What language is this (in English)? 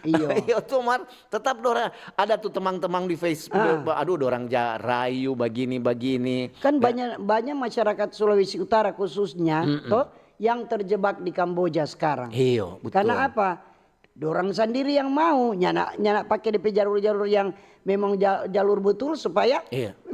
Manado Malay